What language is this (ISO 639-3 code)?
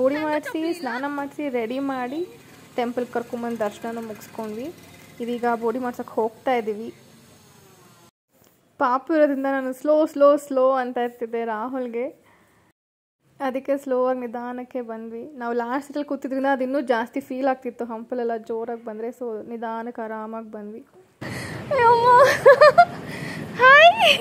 kan